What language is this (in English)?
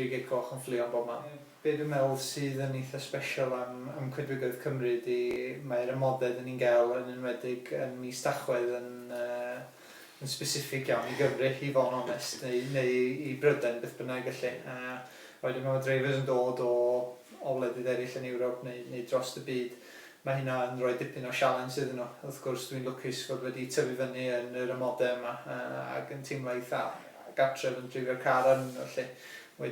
Welsh